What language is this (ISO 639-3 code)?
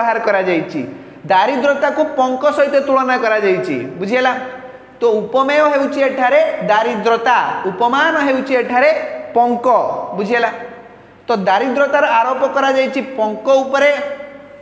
ori